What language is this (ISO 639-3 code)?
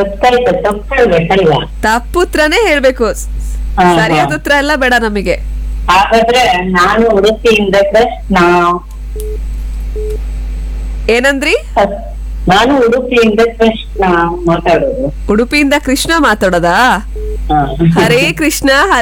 kan